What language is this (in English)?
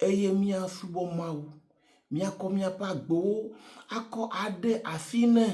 Ewe